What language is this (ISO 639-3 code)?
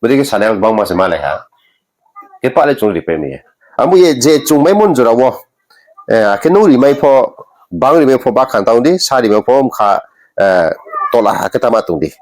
ria